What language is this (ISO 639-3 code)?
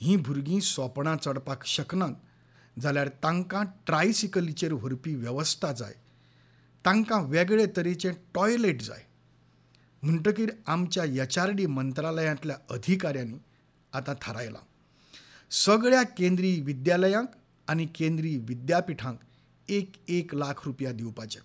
kok